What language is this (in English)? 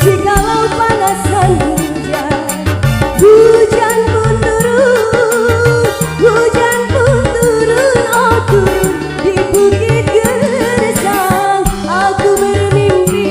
Banjar